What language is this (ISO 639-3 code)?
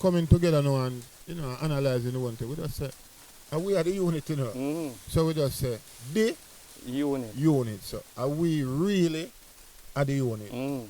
jam